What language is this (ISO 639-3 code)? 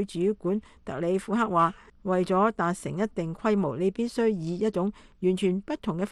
yue